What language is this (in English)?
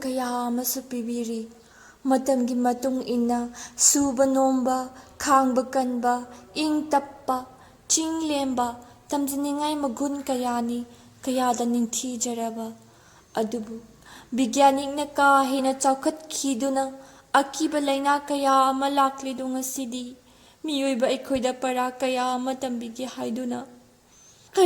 Manipuri